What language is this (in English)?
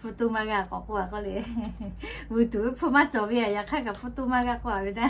Lahu